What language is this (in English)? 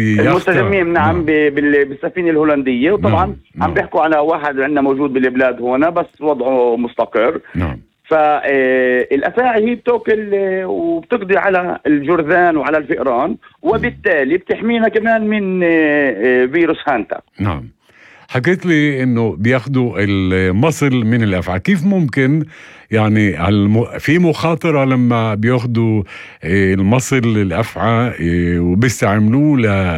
North Levantine Arabic